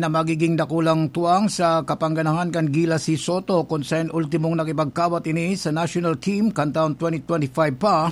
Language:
Bikol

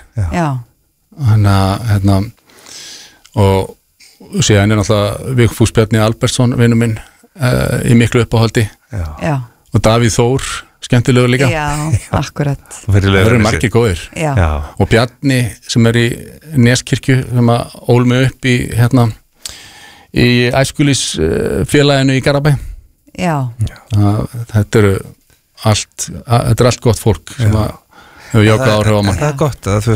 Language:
Icelandic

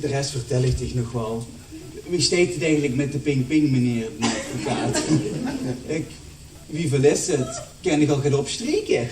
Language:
Limburgish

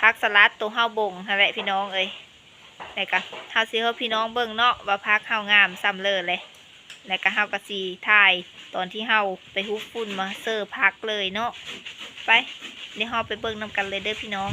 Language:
Lao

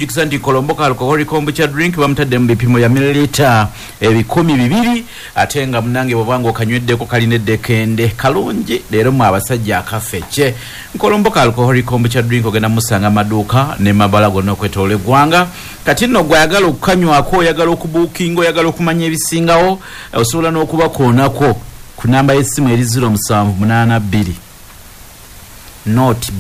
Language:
Ganda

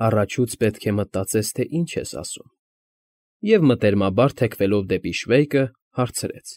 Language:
Armenian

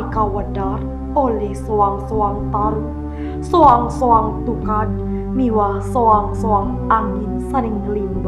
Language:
Balinese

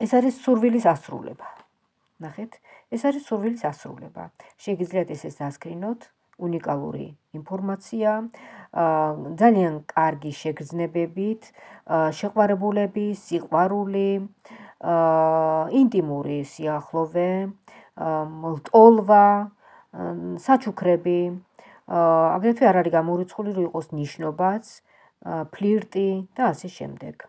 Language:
Georgian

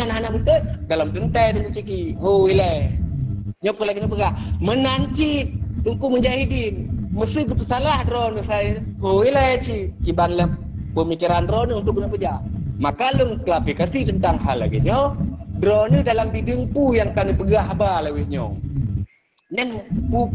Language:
Achinese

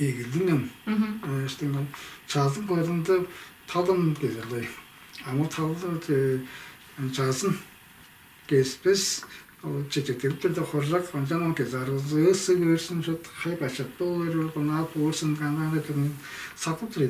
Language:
Tuvinian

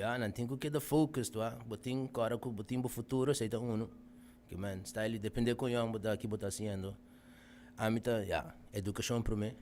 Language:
Papiamento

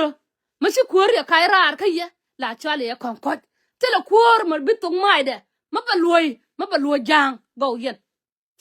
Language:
Nuer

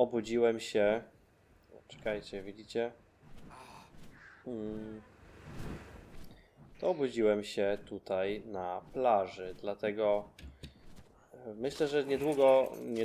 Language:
Polish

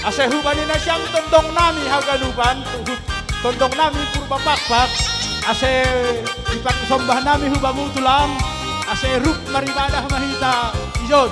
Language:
Batak Simalungun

